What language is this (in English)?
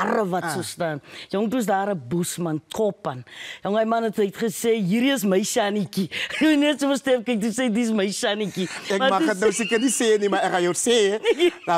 Afrikaans